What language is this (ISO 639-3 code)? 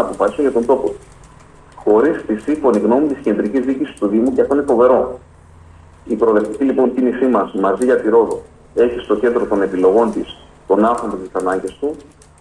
ell